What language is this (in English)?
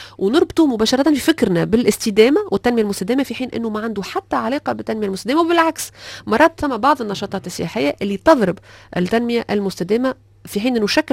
Tunisian Arabic